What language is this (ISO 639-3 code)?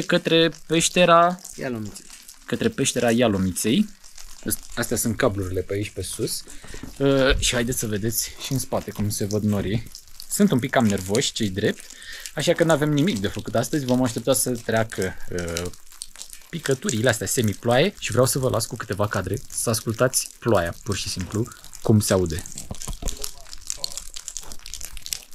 ron